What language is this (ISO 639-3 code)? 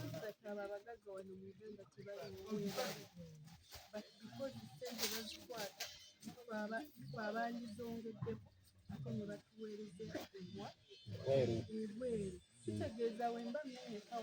lug